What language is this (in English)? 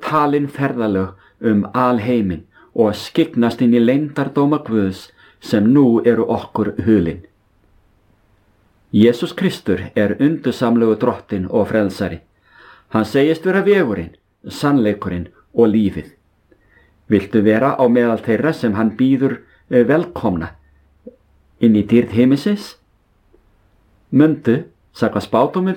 Icelandic